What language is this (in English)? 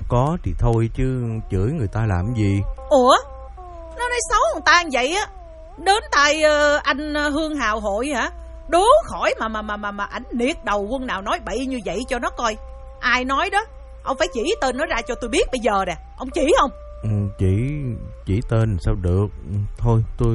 Vietnamese